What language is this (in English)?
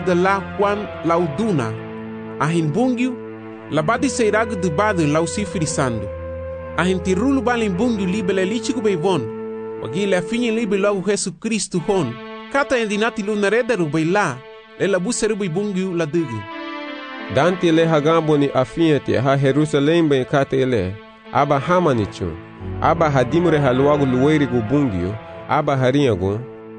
Garifuna